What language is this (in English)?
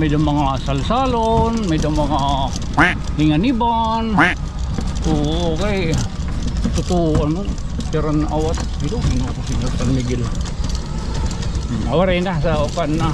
Waray